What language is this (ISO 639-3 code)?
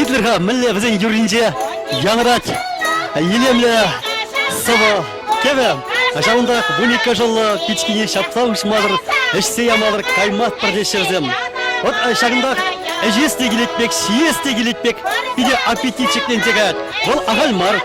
chv